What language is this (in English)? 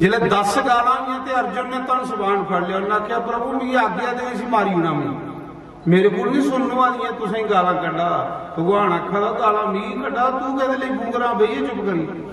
Dogri